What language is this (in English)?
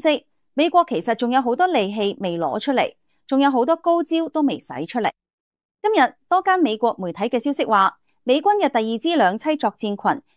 Cantonese